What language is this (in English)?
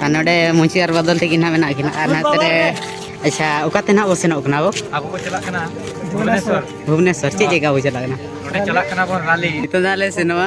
Santali